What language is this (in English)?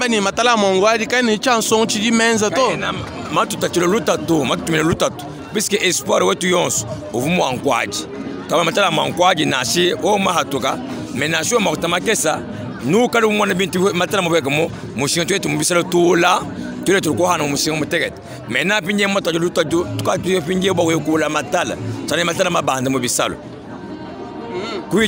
Luba-Lulua